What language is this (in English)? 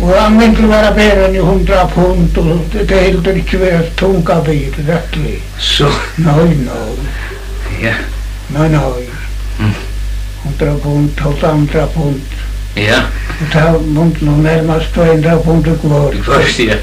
Faroese